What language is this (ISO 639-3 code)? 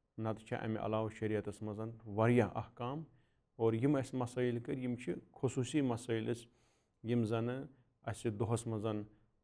kas